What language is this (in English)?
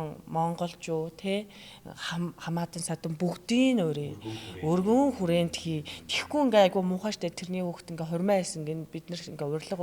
Mongolian